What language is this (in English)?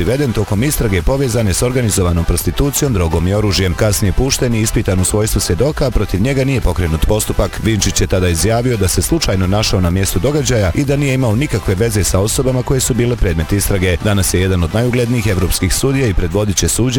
Bosnian